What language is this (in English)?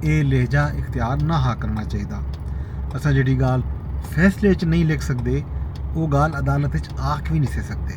Saraiki